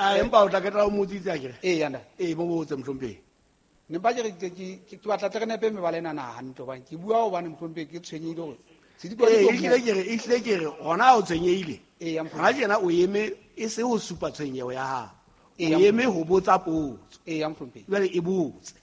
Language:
Southern Sotho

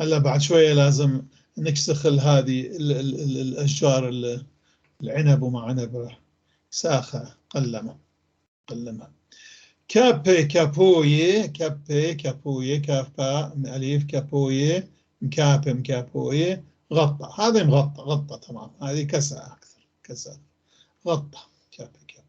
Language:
North Levantine Arabic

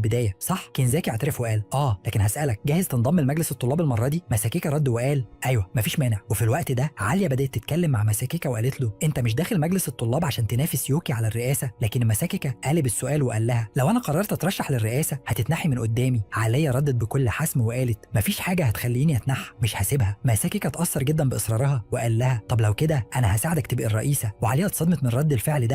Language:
Egyptian Arabic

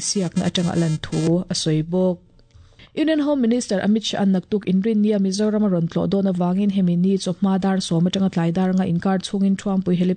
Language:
Mizo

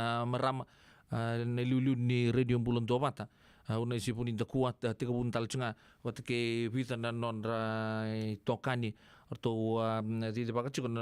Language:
Fijian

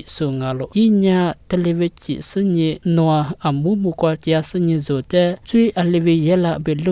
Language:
Lisu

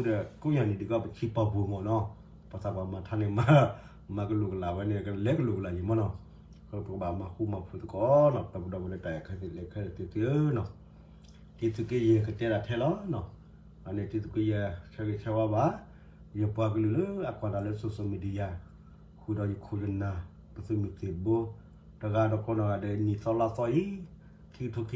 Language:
S'gaw Karen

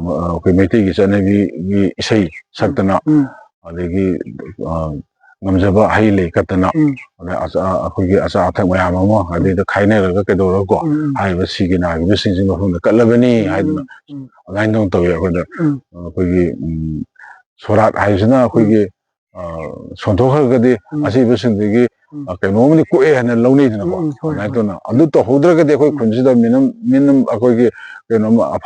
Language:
Manipuri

